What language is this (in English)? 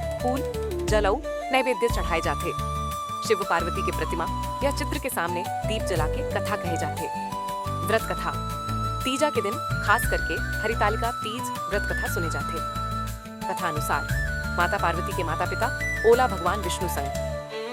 Chhattisgarhi